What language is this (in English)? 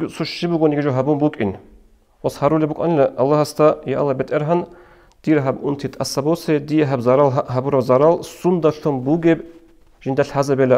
Avaric